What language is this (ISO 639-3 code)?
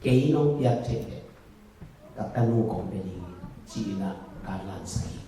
ctd